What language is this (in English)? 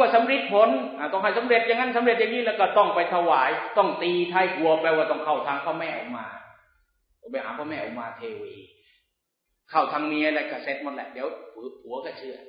Thai